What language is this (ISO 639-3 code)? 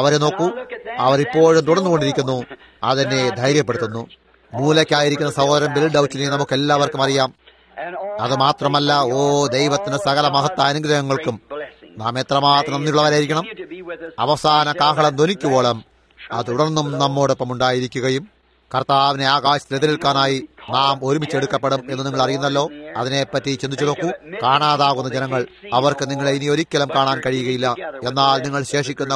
mal